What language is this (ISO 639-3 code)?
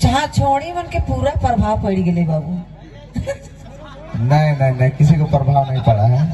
sck